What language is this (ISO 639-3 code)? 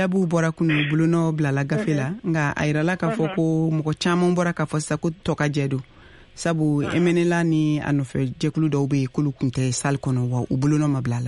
bam